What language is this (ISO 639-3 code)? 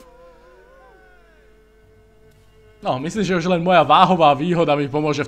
slk